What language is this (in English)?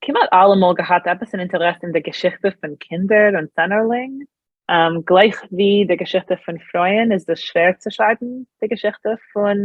Yiddish